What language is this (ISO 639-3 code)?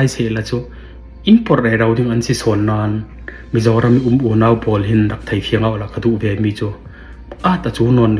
cfm